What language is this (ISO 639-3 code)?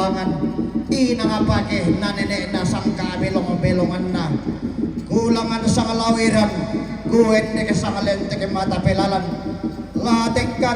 sda